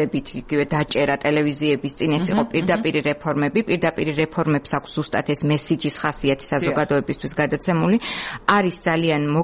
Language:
Georgian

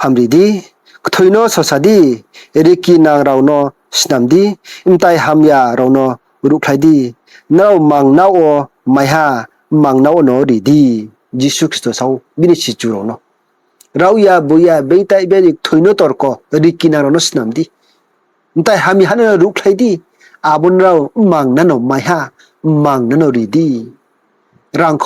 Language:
Riang (India)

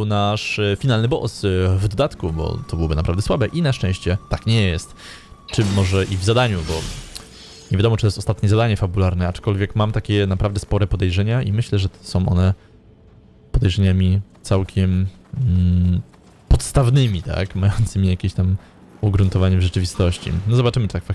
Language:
Polish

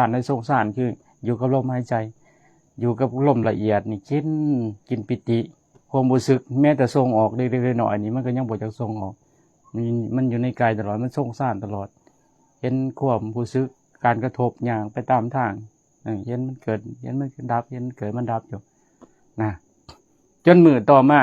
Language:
Lao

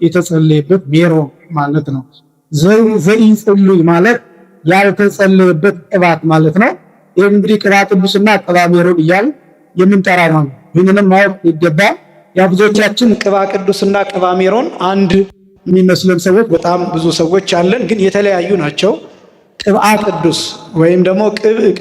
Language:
Amharic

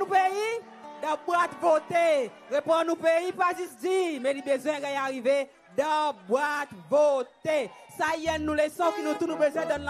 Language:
Seselwa Creole French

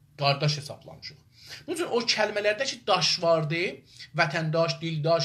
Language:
South Azerbaijani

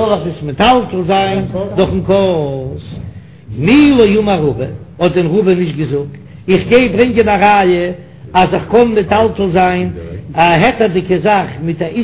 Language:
Yiddish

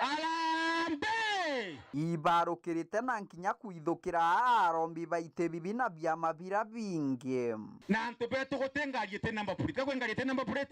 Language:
Meru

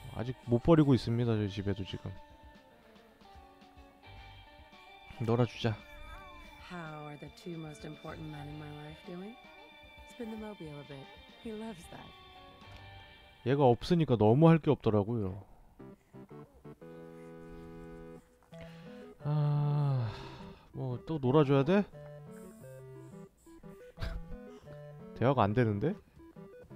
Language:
Korean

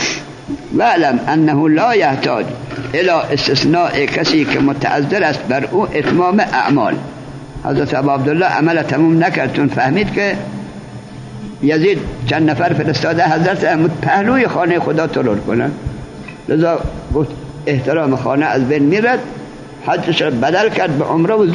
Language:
Persian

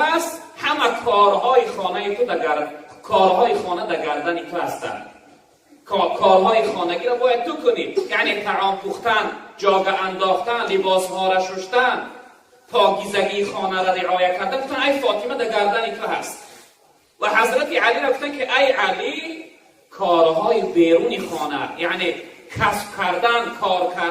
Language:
Tajik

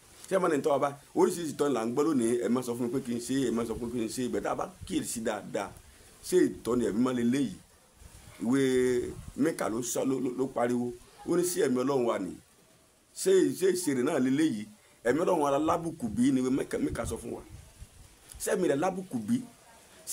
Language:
Yoruba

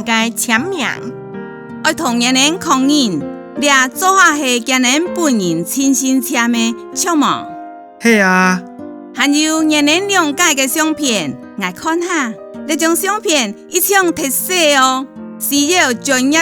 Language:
Hakka Chinese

